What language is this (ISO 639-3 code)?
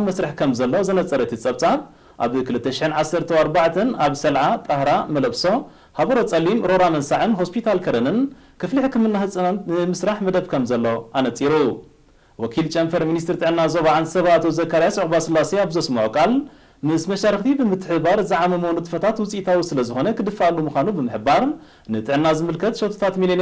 tir